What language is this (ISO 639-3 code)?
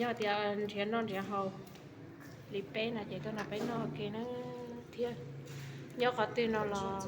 hmn